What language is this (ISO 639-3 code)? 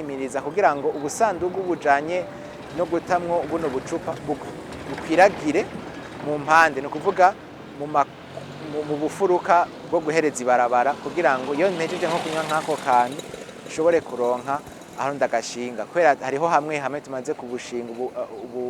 run